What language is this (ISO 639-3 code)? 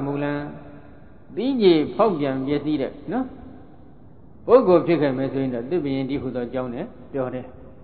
mya